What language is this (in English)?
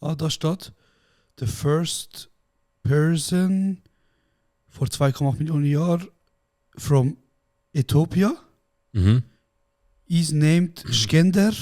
Swiss German